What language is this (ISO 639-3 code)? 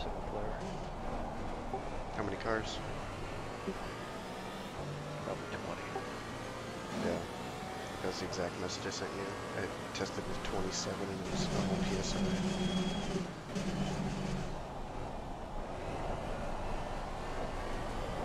eng